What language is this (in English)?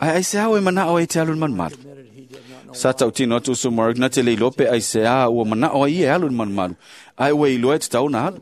Samoan